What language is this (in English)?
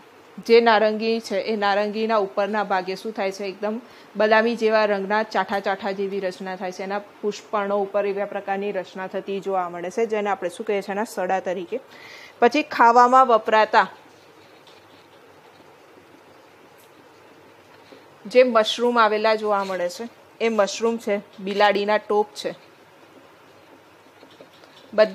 Gujarati